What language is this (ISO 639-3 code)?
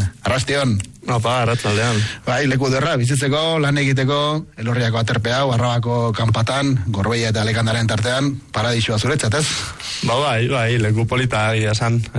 eus